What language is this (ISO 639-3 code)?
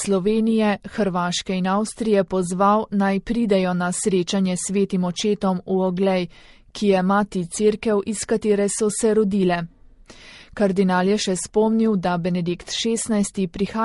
slv